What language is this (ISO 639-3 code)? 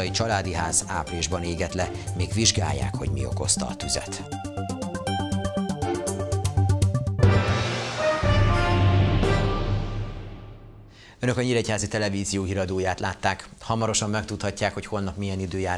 hun